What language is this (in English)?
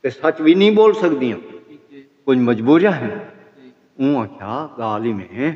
Saraiki